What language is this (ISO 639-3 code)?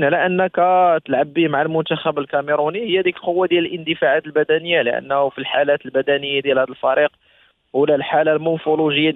ary